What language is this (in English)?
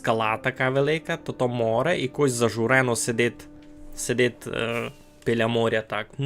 Rusyn